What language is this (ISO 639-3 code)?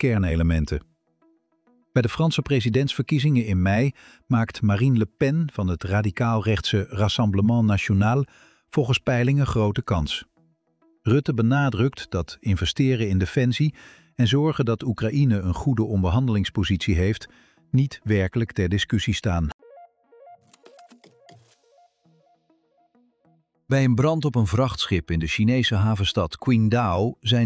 nld